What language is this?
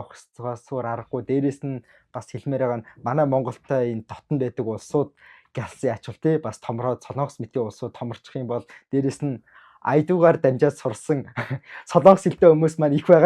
Mongolian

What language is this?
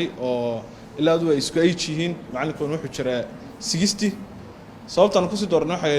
Somali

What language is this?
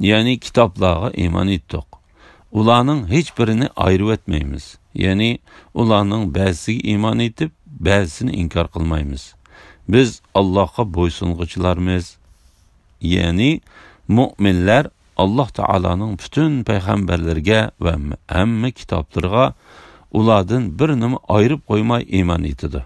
Uyghur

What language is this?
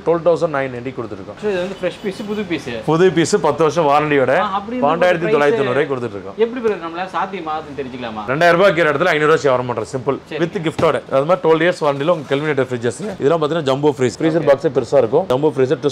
Tamil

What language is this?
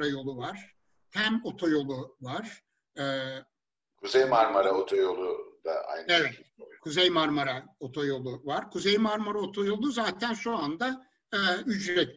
Turkish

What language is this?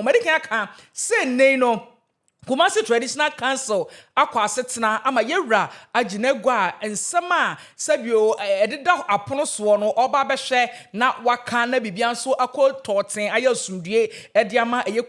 Akan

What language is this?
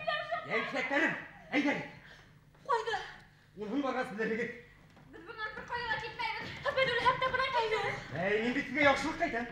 Bashkir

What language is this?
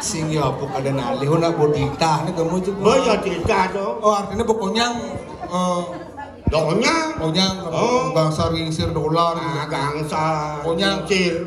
Balinese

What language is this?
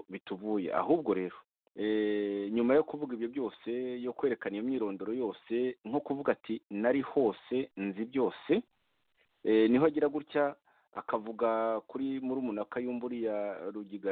Kinyarwanda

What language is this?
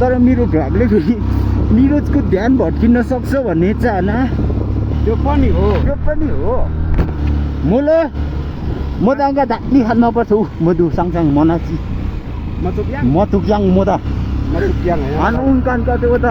Nepali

